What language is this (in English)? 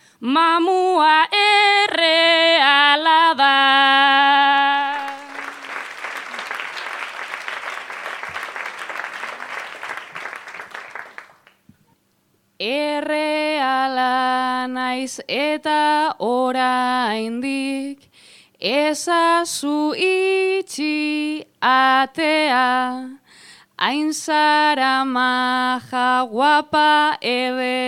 Basque